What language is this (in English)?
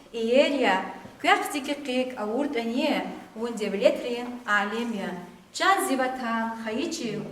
Lezghian